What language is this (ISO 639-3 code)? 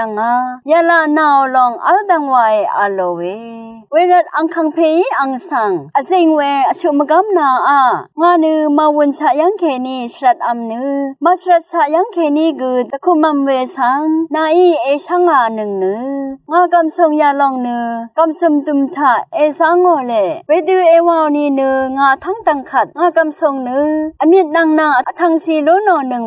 raw